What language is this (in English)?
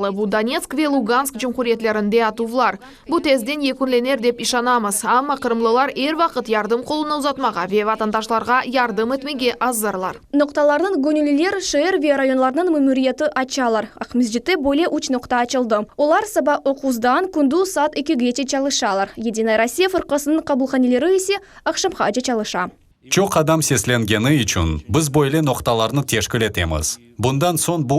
Crimean Tatar